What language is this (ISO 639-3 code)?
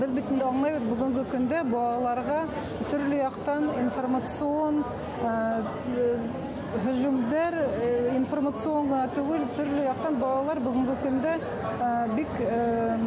bak